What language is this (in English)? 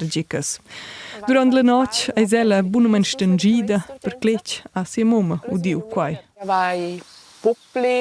Romansh